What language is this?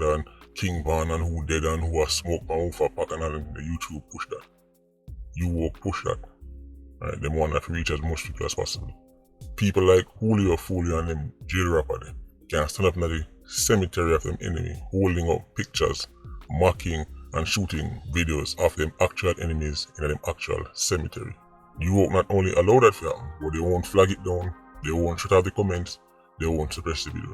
Jamaican Creole English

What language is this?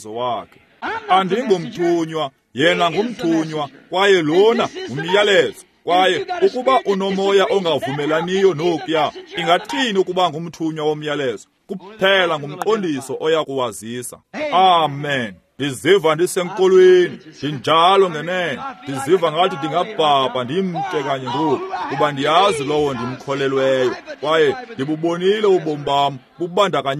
Xhosa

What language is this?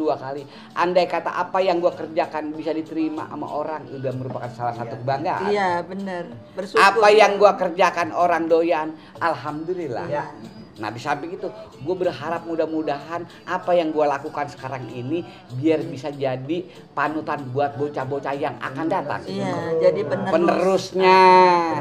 Betawi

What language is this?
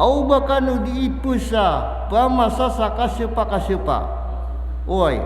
Maranao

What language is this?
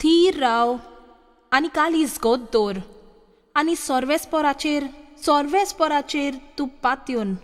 Konkani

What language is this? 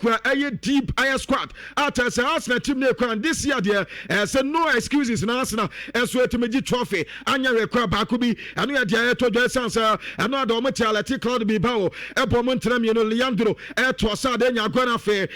Akan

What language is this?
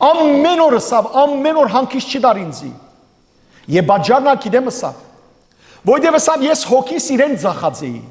Western Armenian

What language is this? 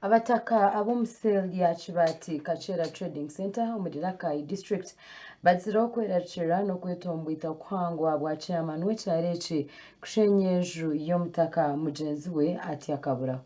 Nyankole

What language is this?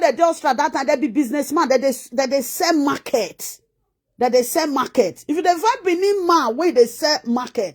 Nigerian Pidgin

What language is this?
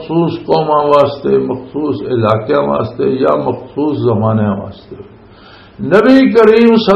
Western Panjabi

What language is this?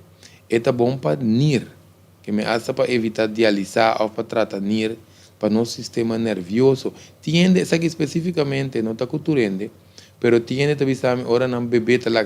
Papiamento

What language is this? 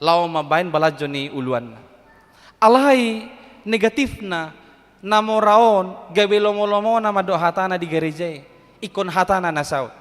Batak Toba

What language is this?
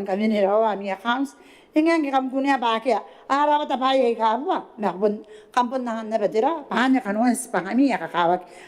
Gilbertese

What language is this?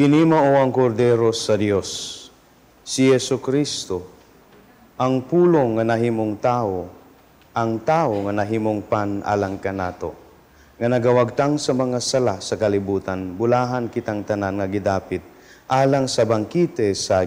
Cebuano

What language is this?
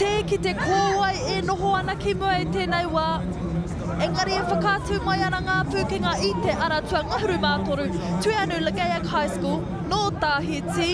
Māori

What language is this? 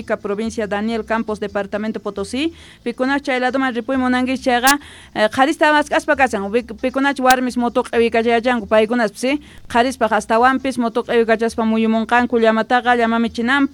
Quechua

